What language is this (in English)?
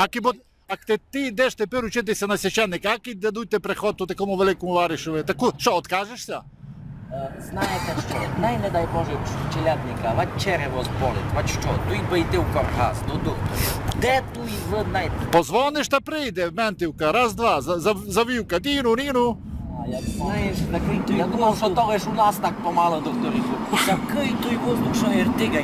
Rusyn